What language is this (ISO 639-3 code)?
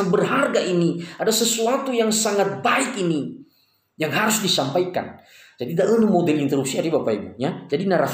nia